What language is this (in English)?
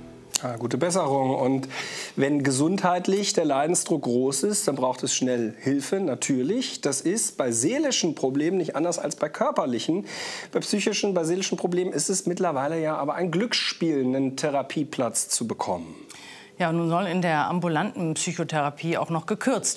German